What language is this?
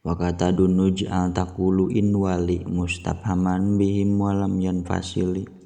Sundanese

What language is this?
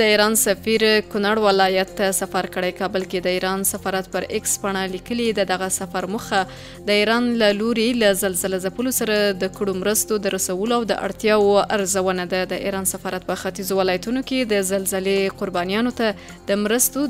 Pashto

